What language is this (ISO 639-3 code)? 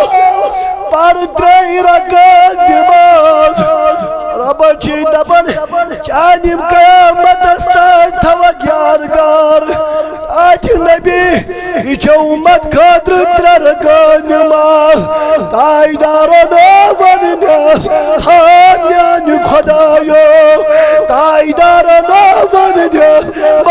kas